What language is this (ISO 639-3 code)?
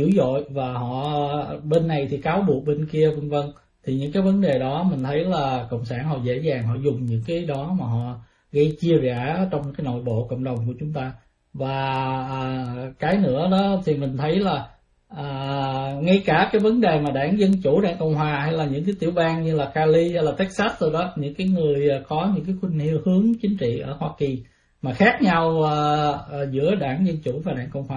vie